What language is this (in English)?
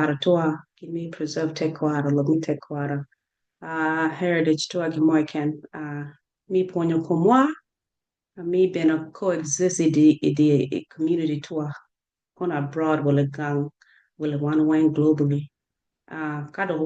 Acoli